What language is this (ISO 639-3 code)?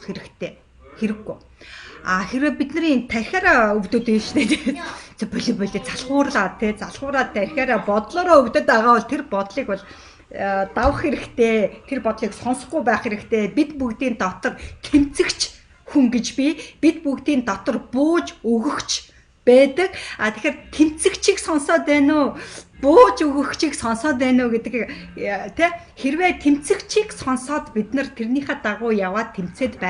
mon